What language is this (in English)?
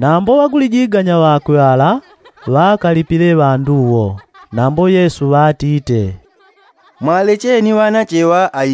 Yao